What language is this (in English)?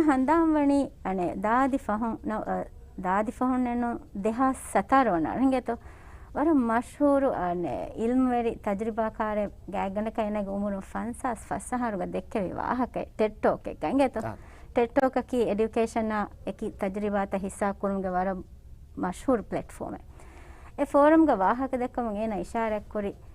Divehi